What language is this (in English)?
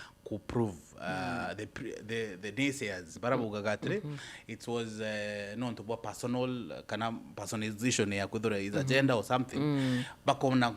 Meru